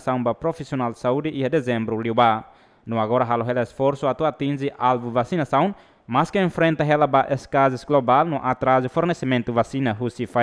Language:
Tetum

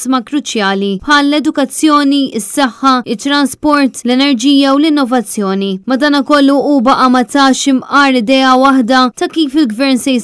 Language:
Maltese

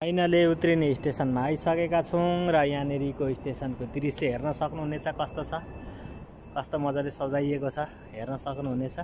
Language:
Nepali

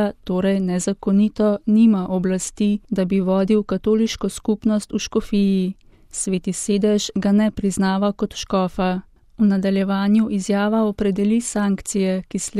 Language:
Slovenian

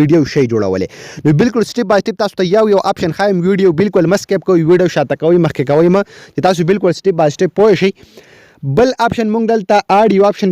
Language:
Pashto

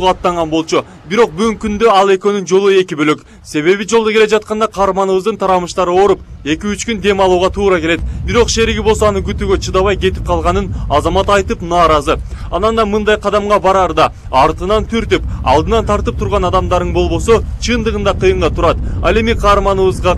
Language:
Kyrgyz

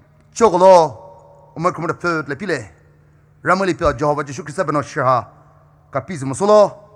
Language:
Poumei Naga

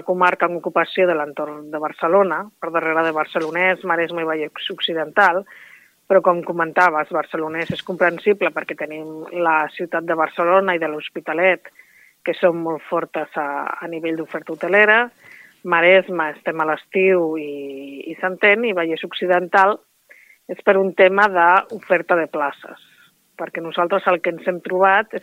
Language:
Catalan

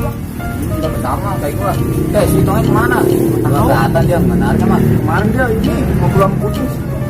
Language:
Betawi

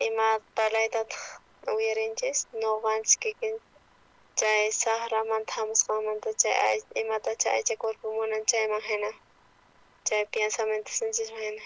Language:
South Bolivian Quechua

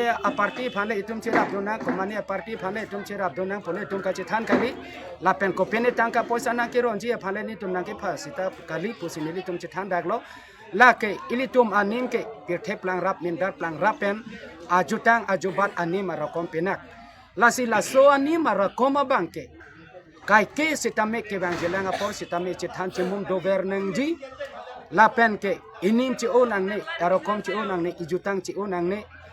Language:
Karbi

